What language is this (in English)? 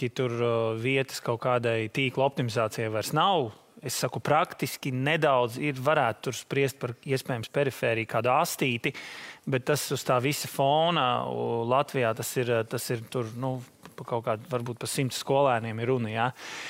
Latvian